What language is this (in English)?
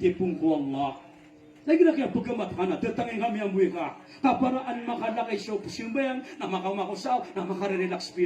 Maranao